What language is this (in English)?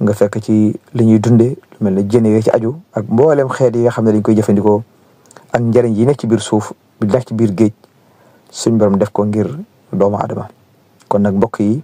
Wolof